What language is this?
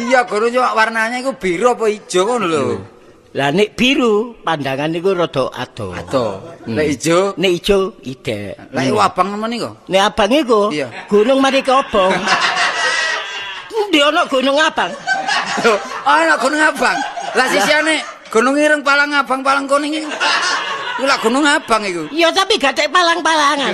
Javanese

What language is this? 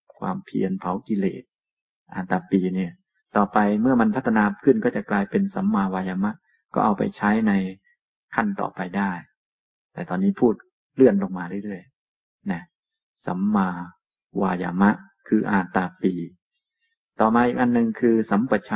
Thai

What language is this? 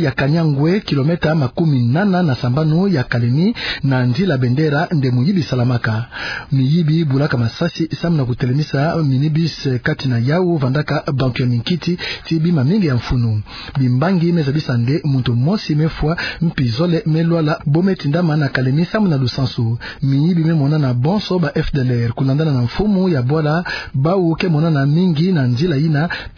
Kituba (Democratic Republic of Congo)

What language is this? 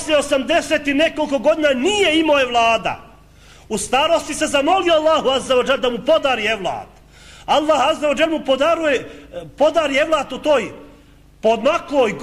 Bosnian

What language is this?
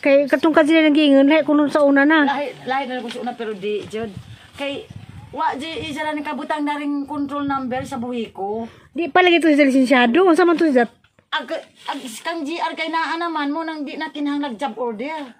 Cebuano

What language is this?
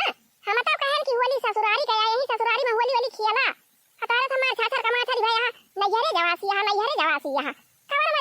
Awadhi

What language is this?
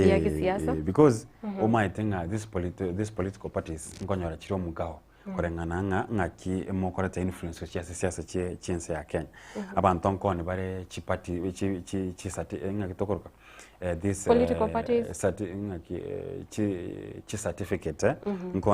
Gusii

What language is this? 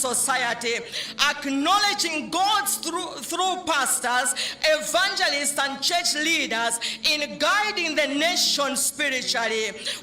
Nyanja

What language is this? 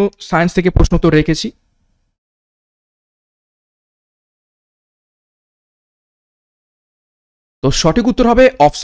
Bangla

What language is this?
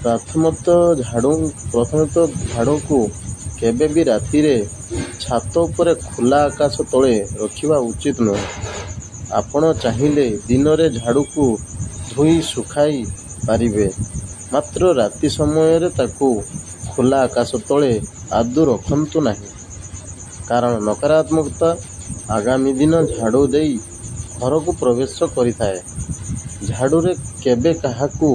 Odia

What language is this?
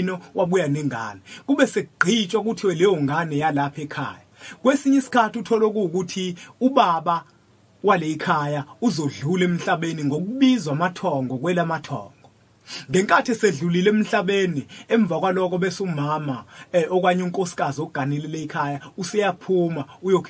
Zulu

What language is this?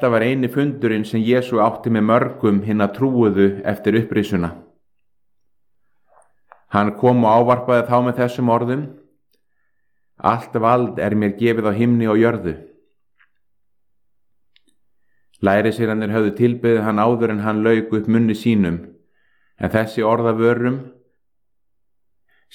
Icelandic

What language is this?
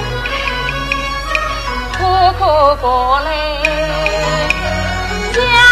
Chinese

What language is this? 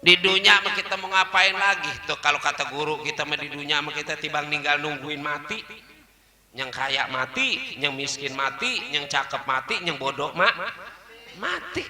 Betawi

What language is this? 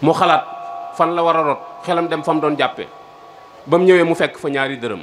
Wolof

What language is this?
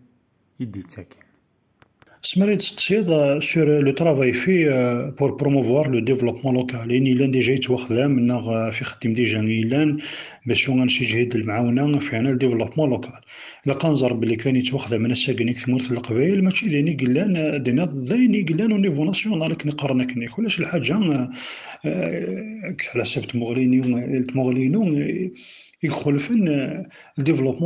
Kabyle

